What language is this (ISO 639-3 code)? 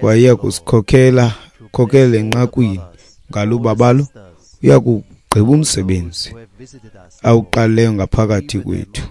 xho